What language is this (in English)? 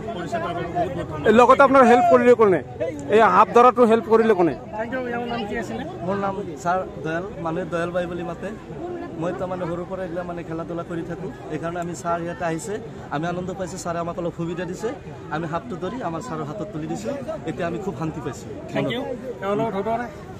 Assamese